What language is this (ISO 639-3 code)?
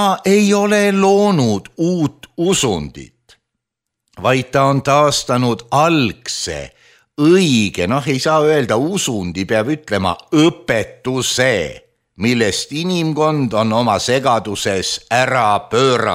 est